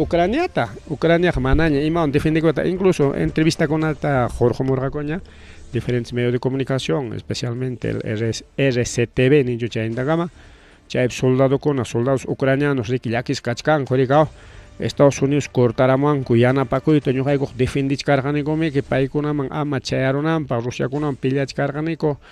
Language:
Ayacucho Quechua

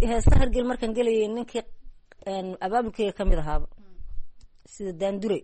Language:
Somali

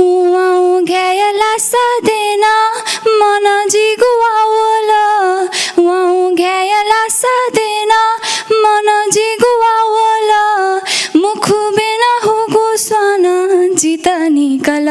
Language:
Newari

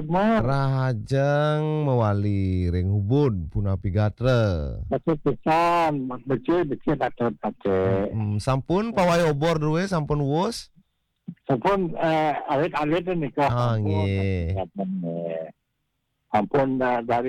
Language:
Balinese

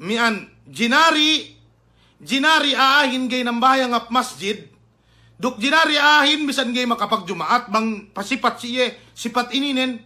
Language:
Yakan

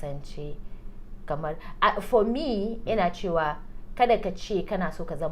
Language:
Hausa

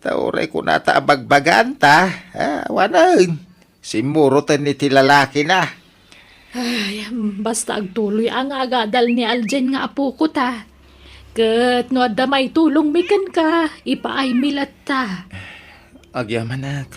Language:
Iloko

